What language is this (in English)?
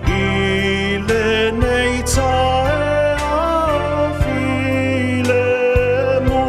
Samoan